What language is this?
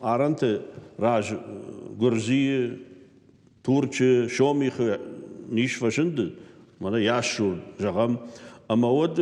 Ossetic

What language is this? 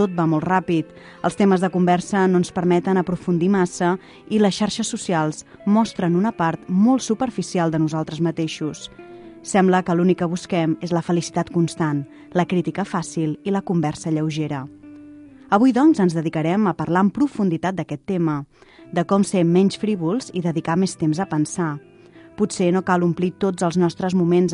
Catalan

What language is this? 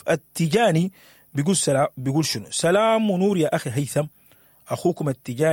Sudanese Arabic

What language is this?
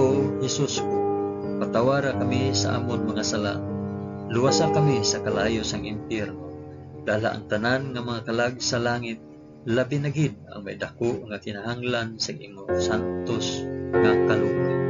Hiligaynon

